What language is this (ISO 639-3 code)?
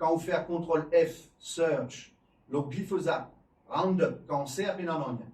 mfe